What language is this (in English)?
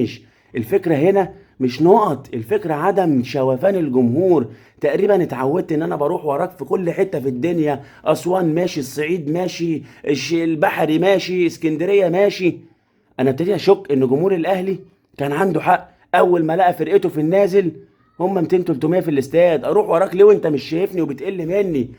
Egyptian Arabic